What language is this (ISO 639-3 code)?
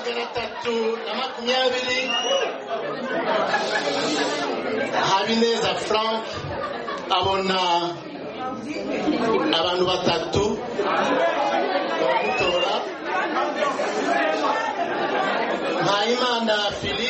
kin